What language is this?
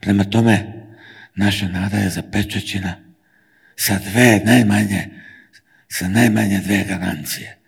Serbian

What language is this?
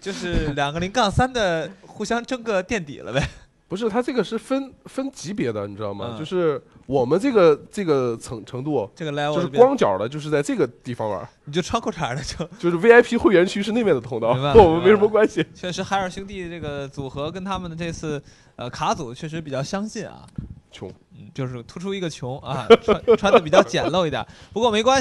Chinese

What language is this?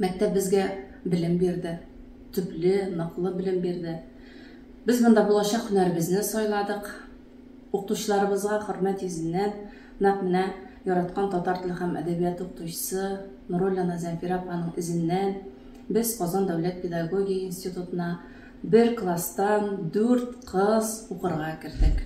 Tatar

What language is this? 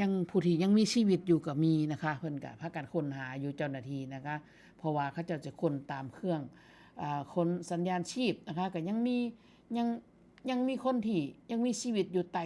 Northeastern Thai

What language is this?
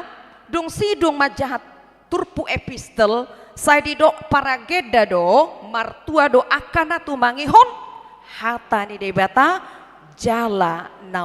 Batak Toba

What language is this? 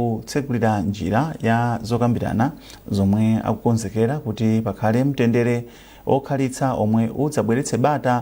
Nyanja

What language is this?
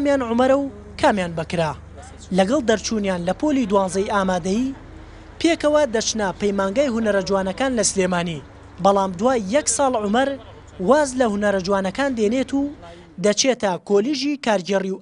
Central Kurdish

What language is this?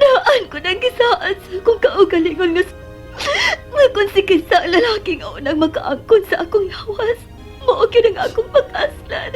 Cebuano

